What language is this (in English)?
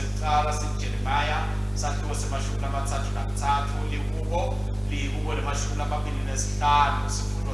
Swati